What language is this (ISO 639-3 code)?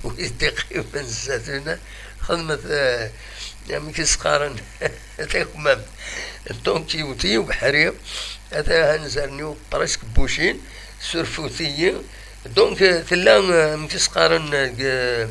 kab